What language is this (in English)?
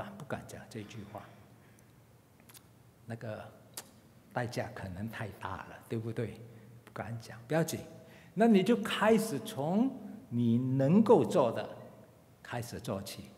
Chinese